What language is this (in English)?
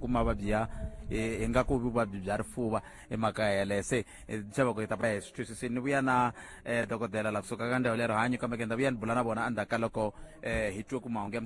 Tsonga